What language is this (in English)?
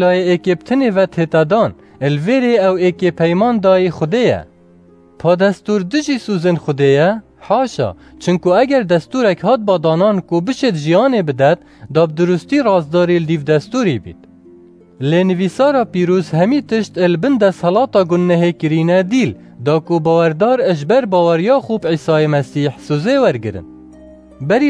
Kurdish